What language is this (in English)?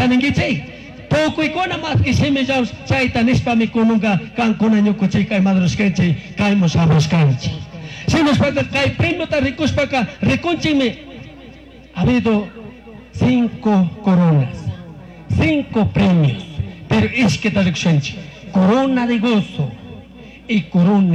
Chimborazo Highland Quichua